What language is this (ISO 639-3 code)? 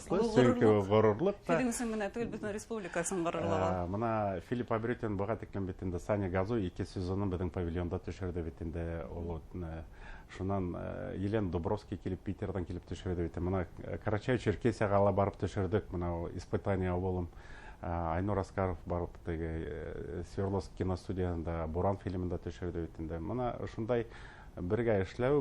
bak